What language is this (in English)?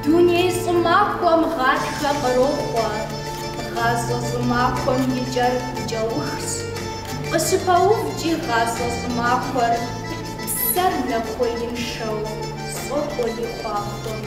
Kabardian